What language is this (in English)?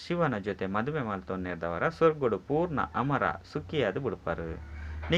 Tulu